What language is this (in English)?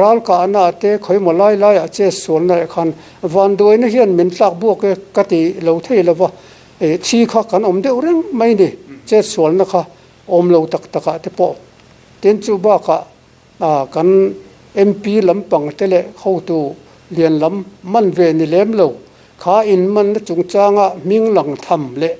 Mizo